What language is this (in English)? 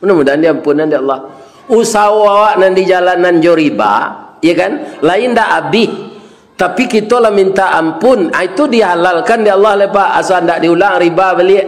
Minangkabau